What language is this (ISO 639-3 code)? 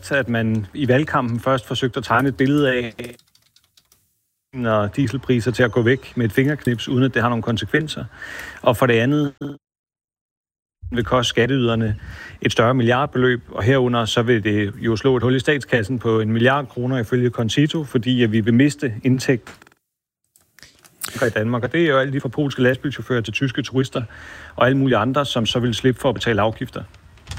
dan